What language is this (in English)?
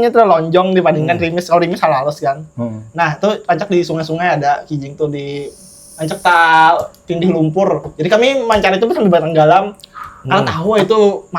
Banjar